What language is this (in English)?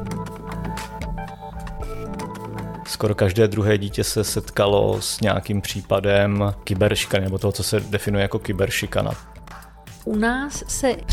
Czech